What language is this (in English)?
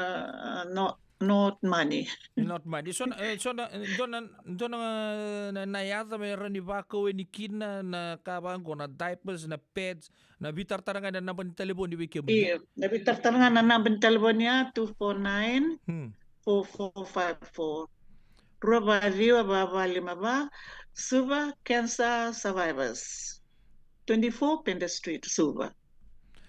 Fijian